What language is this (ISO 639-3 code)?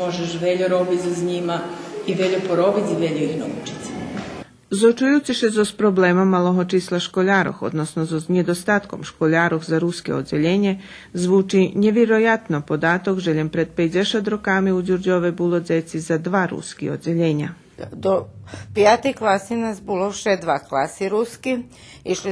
rue